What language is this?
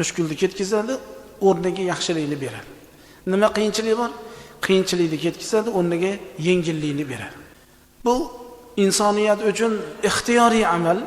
Uzbek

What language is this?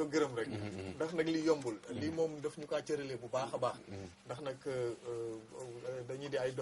Wolof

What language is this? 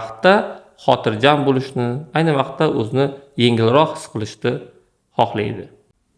Uzbek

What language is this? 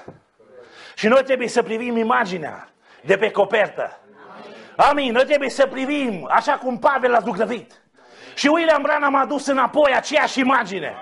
Romanian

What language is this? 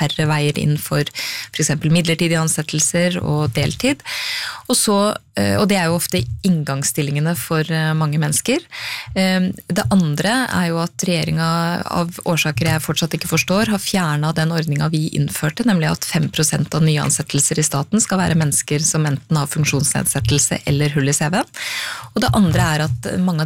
Norwegian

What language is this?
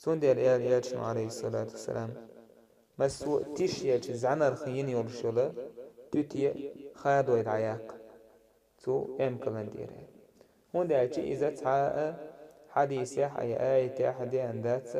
Chechen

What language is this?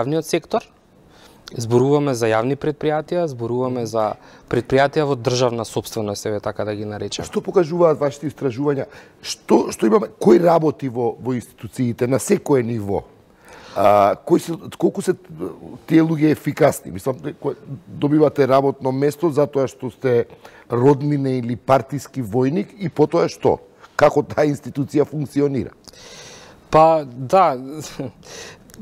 Macedonian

